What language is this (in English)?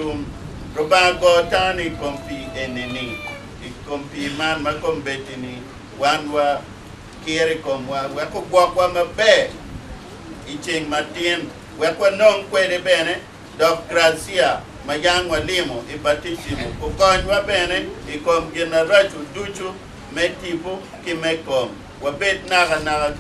Acoli